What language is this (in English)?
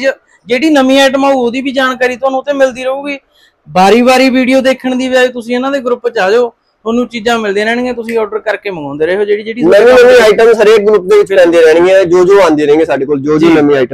Punjabi